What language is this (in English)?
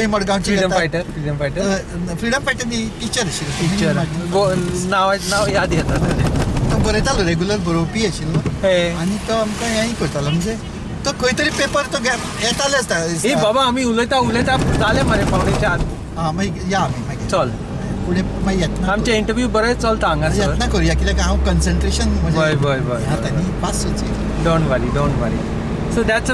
Konkani